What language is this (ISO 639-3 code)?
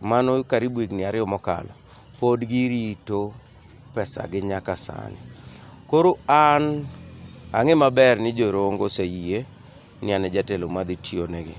luo